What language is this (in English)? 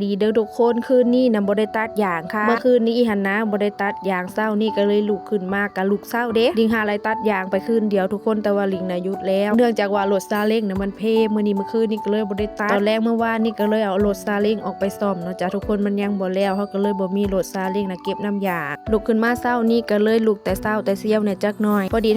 Northeastern Thai